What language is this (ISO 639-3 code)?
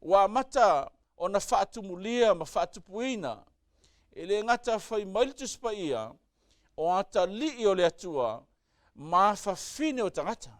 smo